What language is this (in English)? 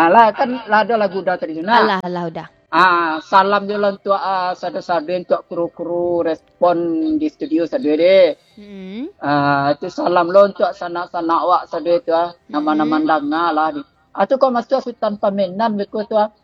Minangkabau